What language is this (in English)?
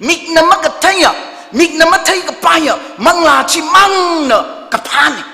Tangkhul Naga (India)